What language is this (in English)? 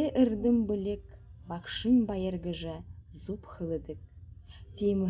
Buriat